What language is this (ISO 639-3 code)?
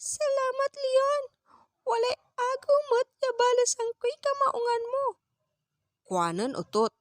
pag